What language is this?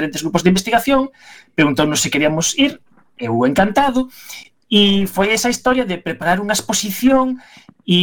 Galician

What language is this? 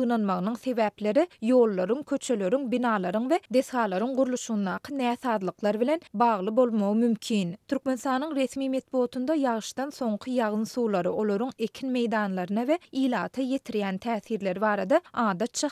Turkmen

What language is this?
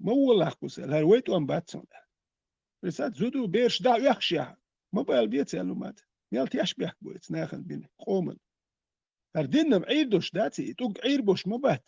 Chechen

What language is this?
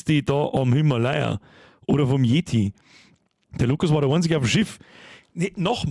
Bavarian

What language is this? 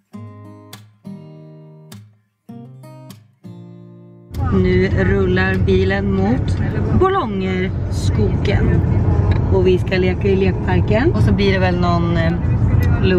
Swedish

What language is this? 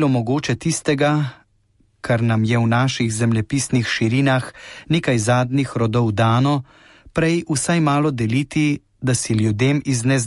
Slovenian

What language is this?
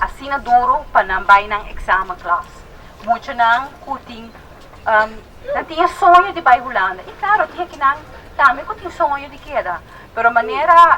Papiamento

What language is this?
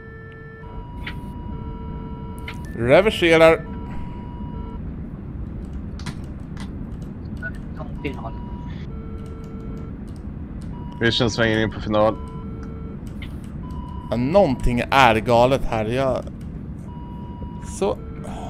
Swedish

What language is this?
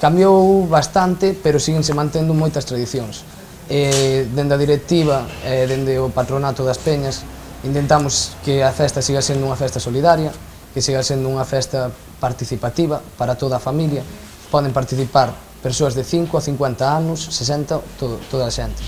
Galician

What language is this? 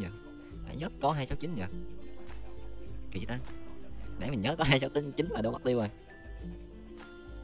Vietnamese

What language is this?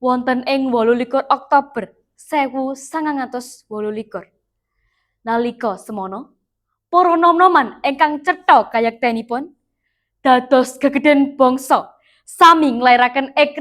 Javanese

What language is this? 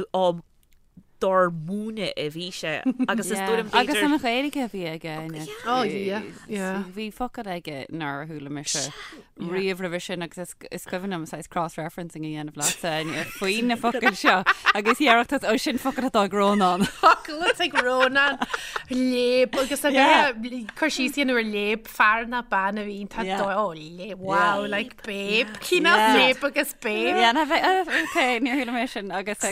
Irish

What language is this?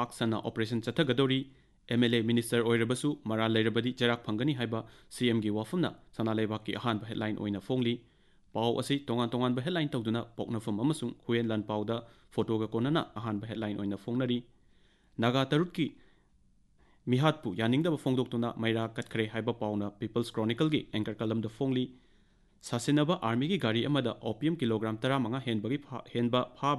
Manipuri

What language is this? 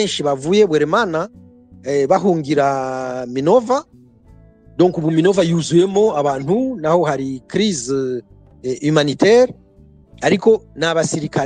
Kinyarwanda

